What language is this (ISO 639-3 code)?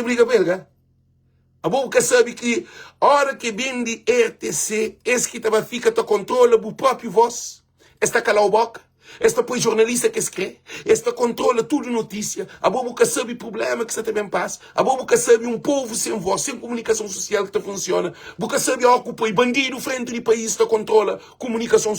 kea